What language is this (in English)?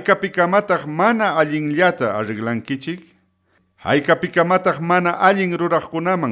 Ayacucho Quechua